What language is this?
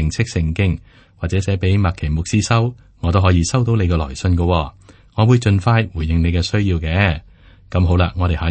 Cantonese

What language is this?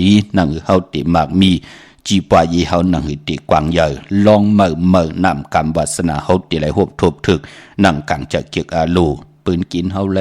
Shan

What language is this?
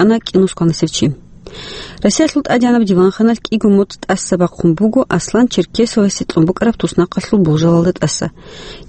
Avaric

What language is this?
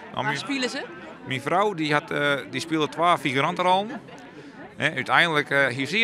Western Frisian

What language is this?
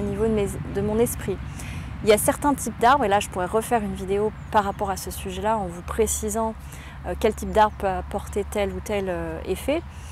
French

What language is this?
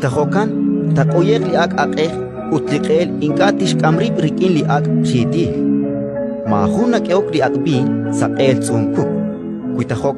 Kekchí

